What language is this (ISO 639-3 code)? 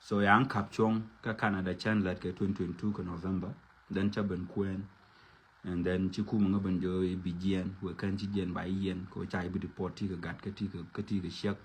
nus